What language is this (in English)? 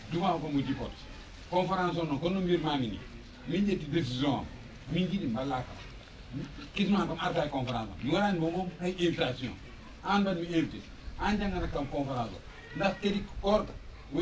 Fula